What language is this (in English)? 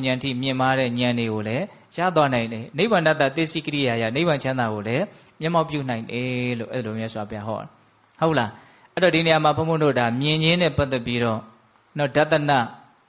Burmese